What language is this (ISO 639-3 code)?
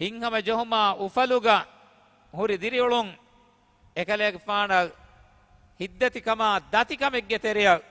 div